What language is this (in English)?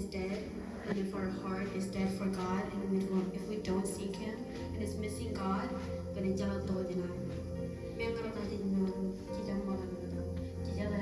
Marshallese